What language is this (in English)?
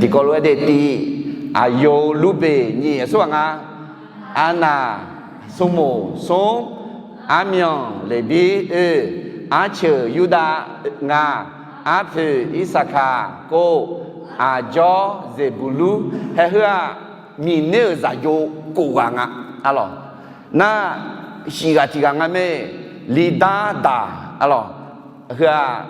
Akha